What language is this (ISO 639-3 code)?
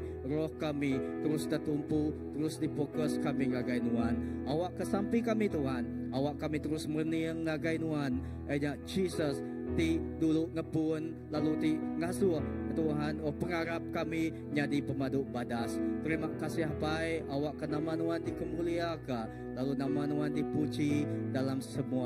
iba